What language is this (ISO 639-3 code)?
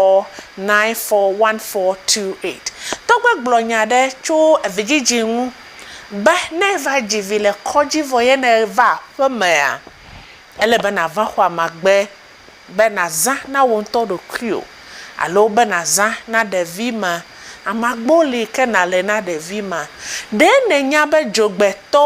ewe